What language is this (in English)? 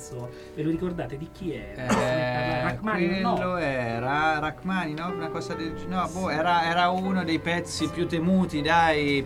Italian